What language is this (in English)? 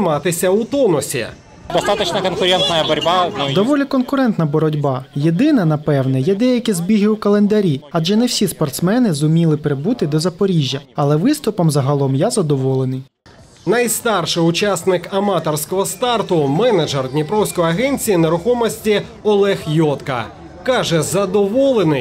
Ukrainian